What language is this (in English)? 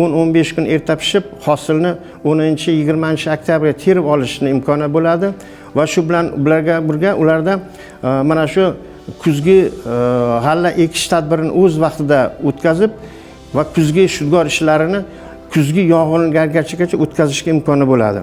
Uzbek